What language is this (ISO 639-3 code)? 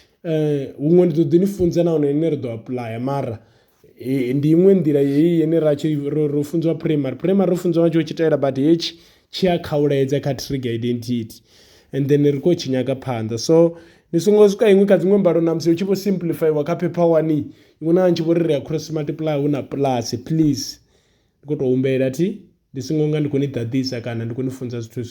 ven